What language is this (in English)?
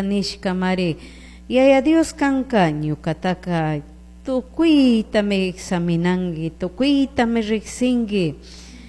Chimborazo Highland Quichua